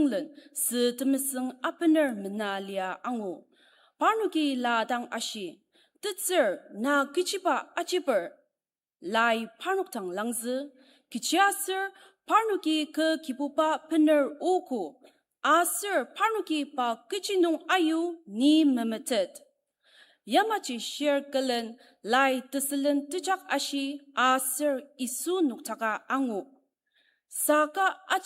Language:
Ao Naga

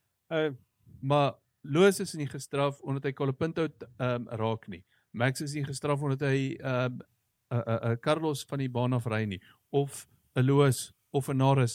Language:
Afrikaans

